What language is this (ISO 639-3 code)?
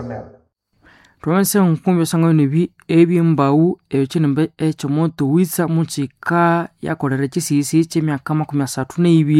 nnb